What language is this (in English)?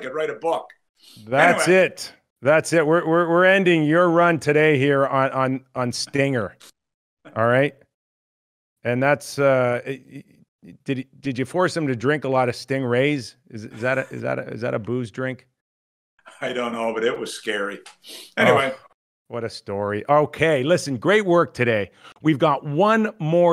English